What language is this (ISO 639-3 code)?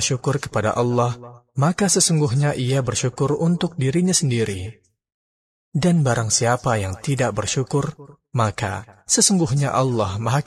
ind